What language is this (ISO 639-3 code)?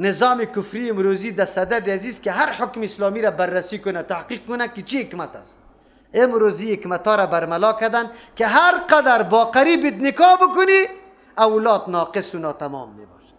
fas